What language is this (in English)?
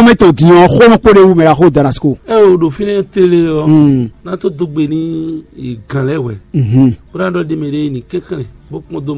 Fon